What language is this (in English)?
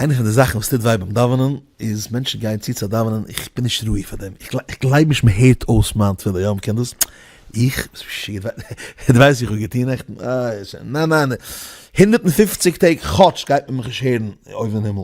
Yiddish